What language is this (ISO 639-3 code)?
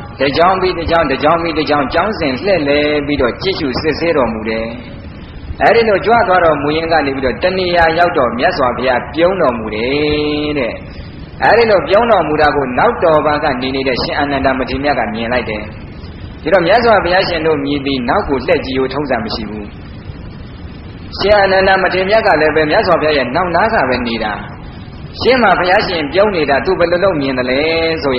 mya